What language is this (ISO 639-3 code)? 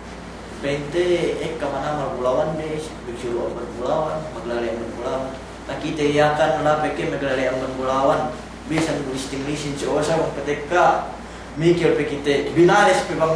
yka